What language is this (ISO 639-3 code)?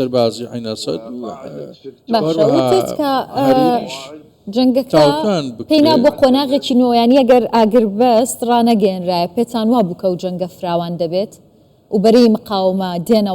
ckb